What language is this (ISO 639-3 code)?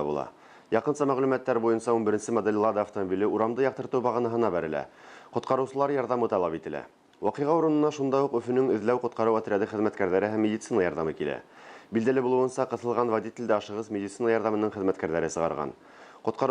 bak